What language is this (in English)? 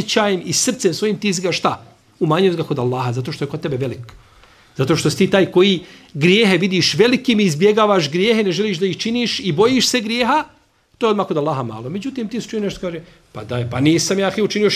Bosnian